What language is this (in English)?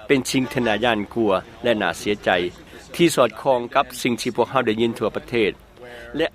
Lao